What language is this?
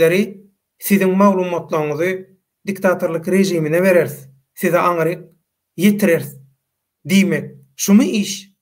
Turkmen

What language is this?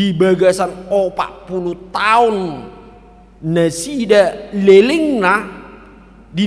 Batak Toba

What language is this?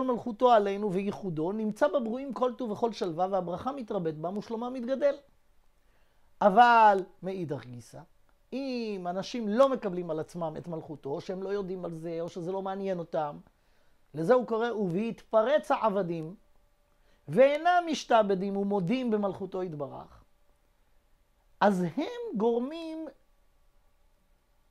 Hebrew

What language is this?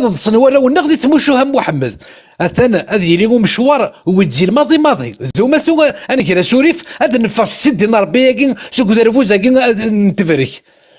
Kabyle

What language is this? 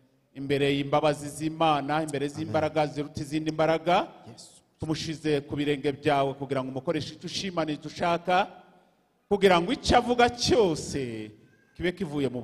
Kinyarwanda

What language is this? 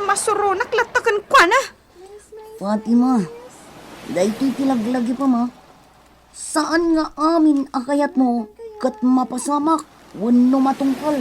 Iloko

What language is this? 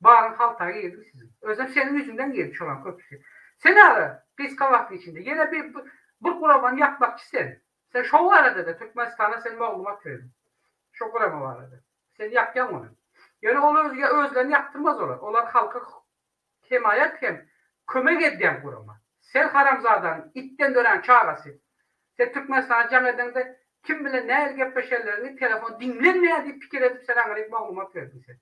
Turkmen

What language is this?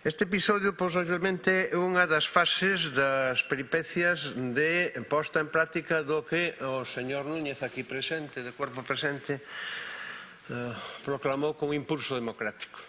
Galician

